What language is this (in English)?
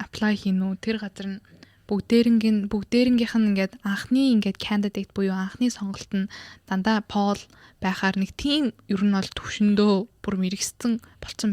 Mongolian